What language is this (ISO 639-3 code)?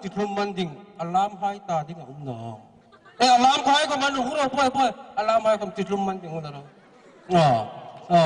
hmr